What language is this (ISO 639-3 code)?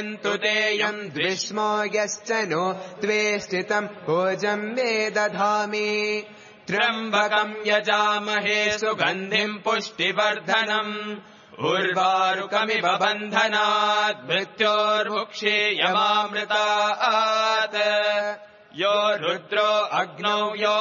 san